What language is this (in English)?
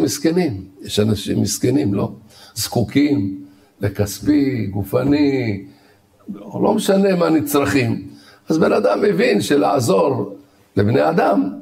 Hebrew